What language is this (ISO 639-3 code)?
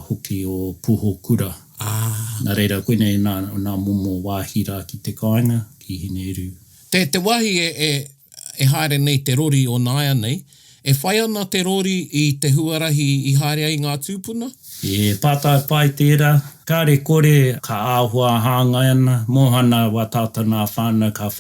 mri